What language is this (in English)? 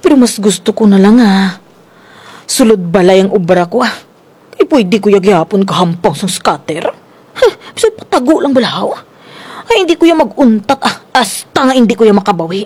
Kinaray-a